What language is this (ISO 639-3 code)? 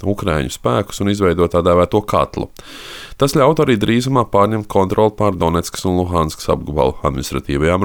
lav